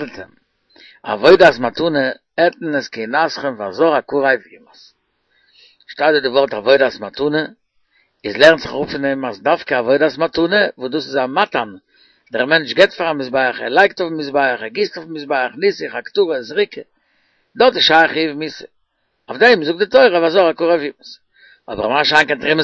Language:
Yiddish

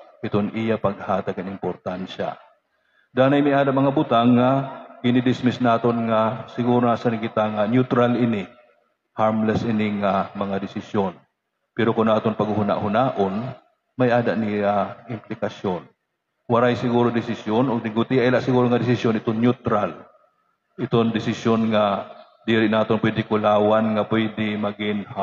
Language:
Waray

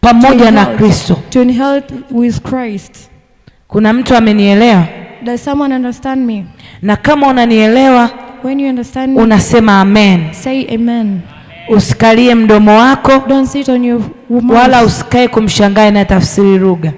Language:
Swahili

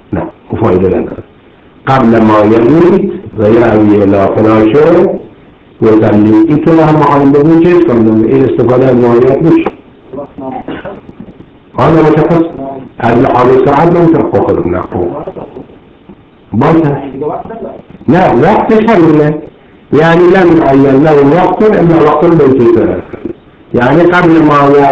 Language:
Persian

